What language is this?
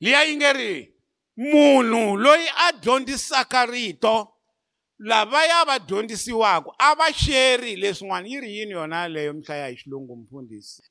Tsonga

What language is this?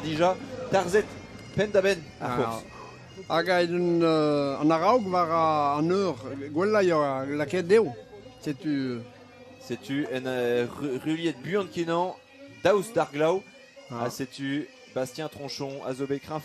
Breton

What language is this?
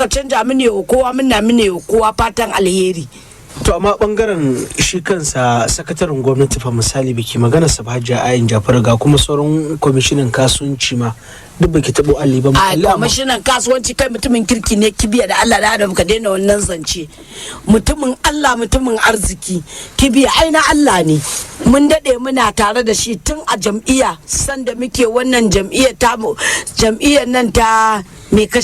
Hausa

